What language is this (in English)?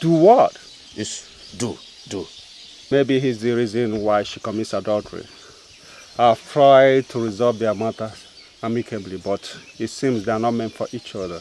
Igbo